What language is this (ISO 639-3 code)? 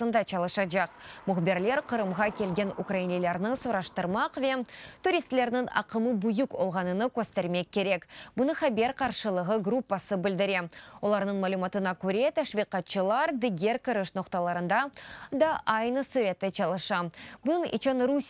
crh